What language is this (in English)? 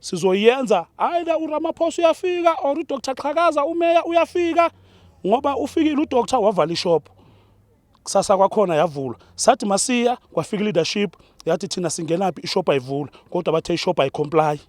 Zulu